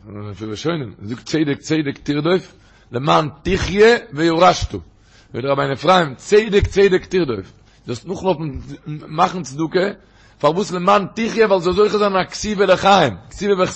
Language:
Yiddish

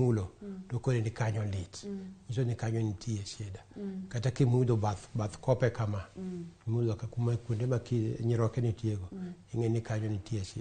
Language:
Luo (Kenya and Tanzania)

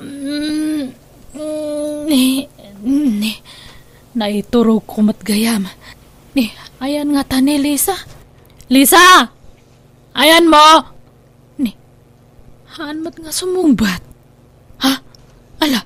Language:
Iloko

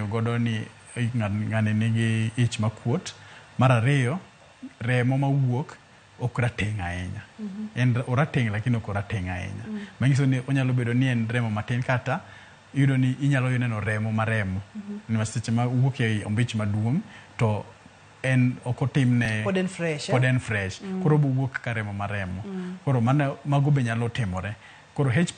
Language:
Luo (Kenya and Tanzania)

